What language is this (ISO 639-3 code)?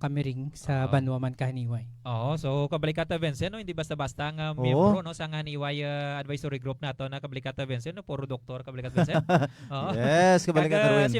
hil